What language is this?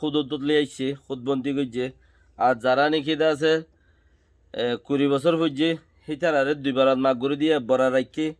Rohingya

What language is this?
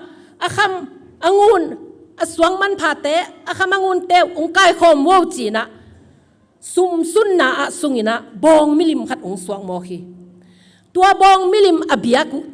Tedim Chin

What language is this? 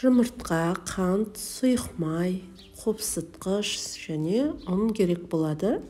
Kazakh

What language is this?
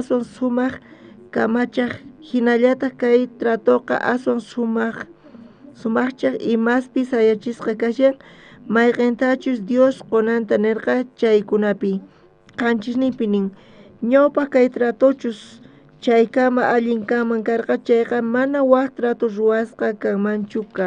South Bolivian Quechua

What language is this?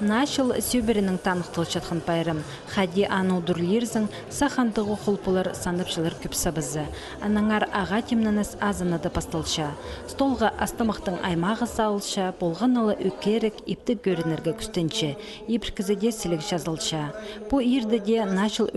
Khakas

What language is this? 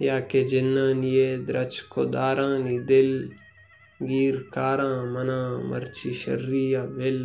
Baluchi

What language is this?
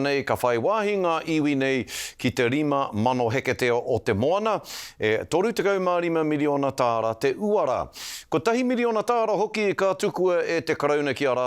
Māori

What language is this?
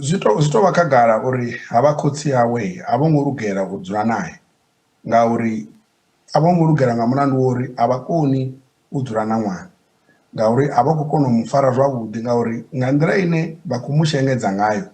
Venda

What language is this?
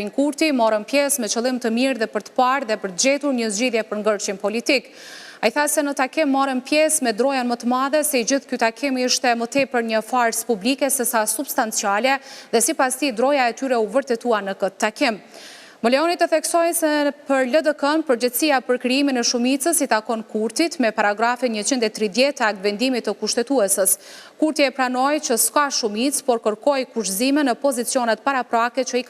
Albanian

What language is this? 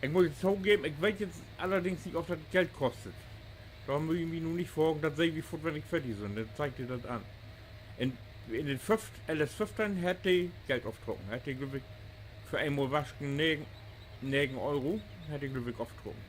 Low German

